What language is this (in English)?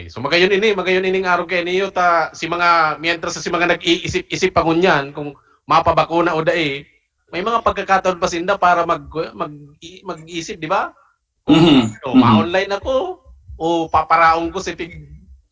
Bikol